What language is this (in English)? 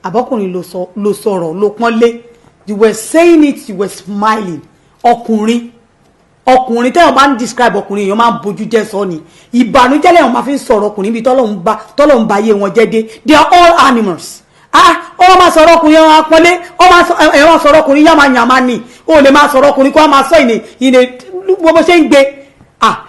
Yoruba